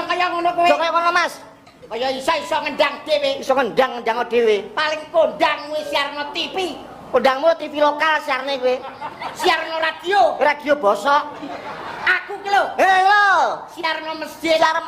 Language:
Javanese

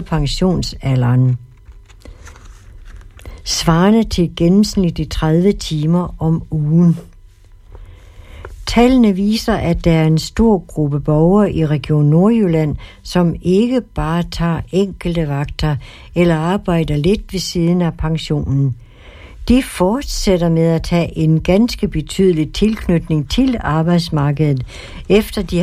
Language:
Danish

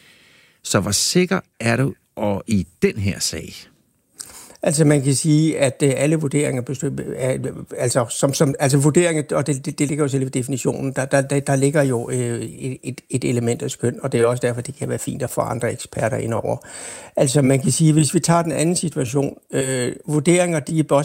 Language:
Danish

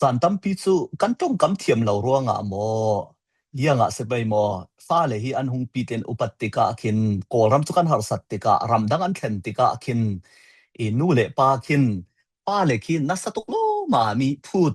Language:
Falam Chin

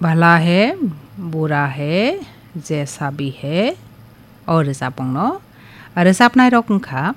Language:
Kok Borok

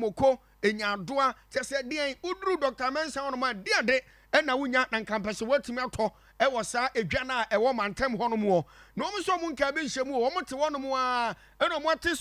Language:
Akan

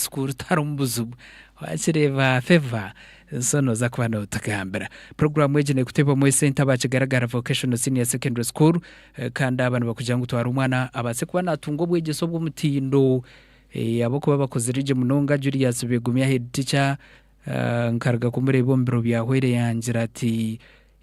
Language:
Nyankole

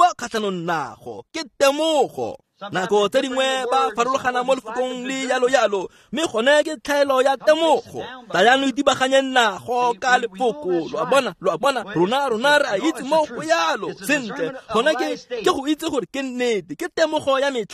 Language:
Tswana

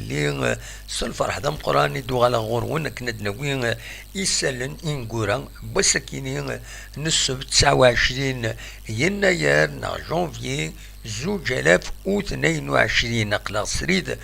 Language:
Kabyle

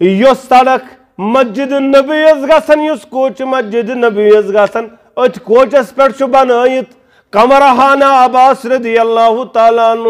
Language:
Kashmiri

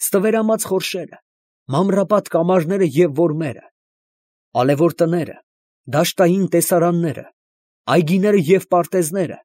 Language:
Armenian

